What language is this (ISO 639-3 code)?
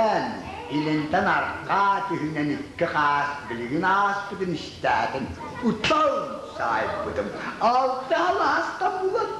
sah